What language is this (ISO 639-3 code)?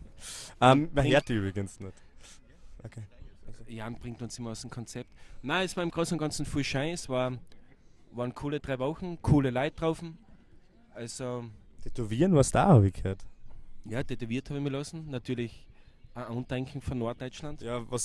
bar